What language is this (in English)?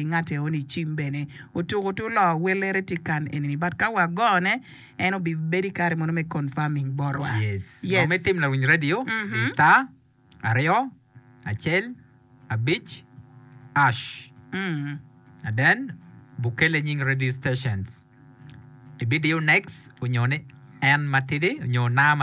Acoli